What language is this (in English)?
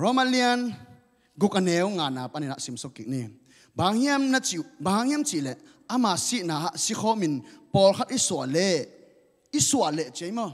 Tedim Chin